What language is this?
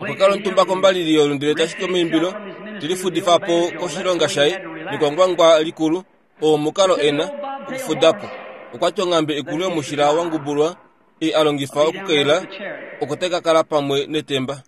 Kuanyama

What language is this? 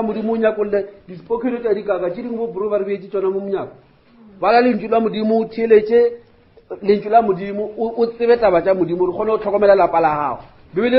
Northern Sotho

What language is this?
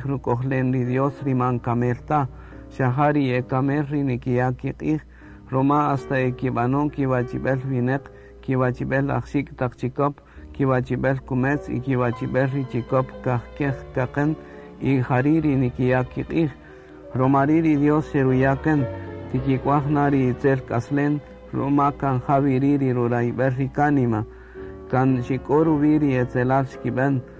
Kaqchikel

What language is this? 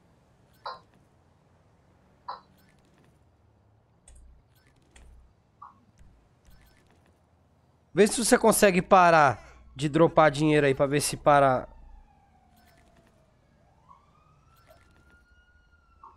Portuguese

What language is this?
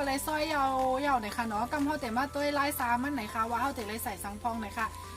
Shan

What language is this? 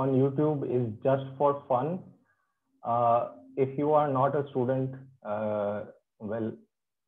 English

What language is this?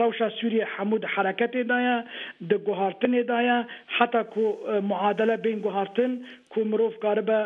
Kurdish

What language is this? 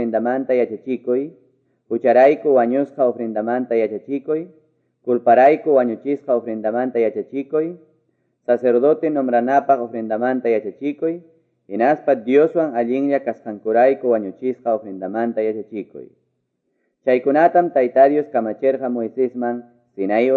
Quechua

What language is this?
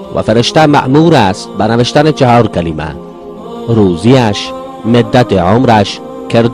Persian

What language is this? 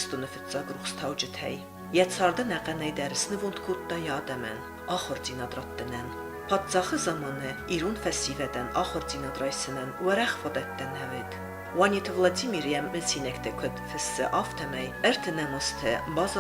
Ossetic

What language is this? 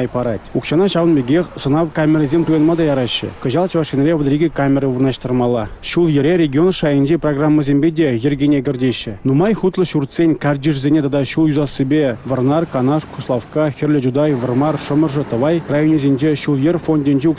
Chuvash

